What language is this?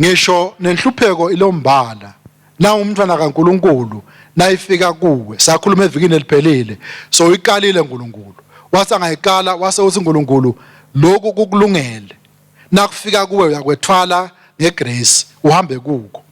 Swati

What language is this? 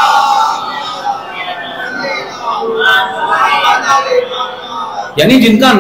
Urdu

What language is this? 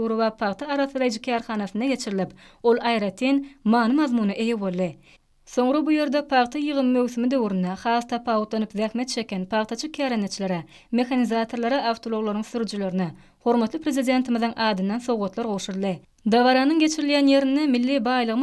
Turkmen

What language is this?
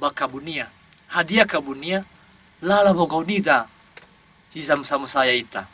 Nias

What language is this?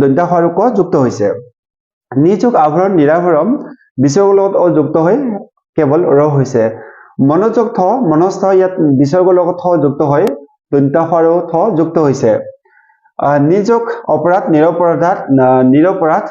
Assamese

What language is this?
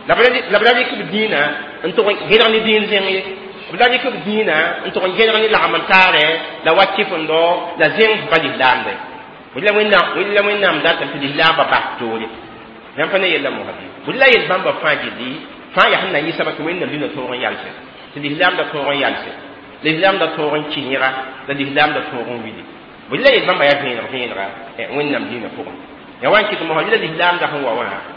Mossi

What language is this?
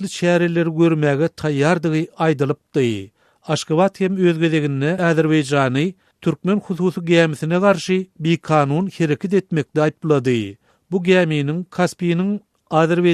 Turkmen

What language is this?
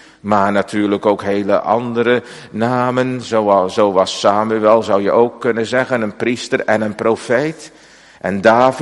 Dutch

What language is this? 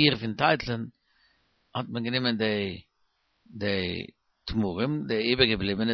Yiddish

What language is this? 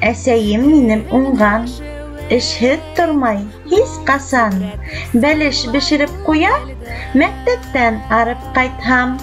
Bashkir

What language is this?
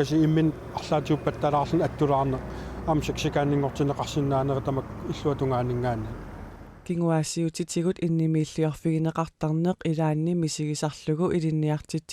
Kalaallisut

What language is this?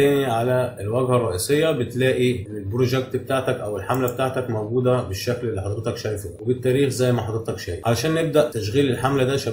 Egyptian Arabic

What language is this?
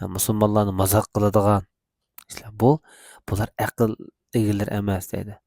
Uyghur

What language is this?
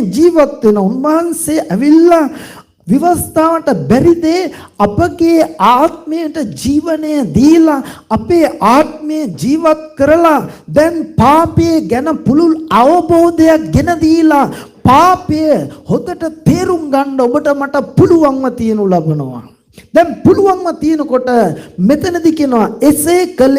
Sinhala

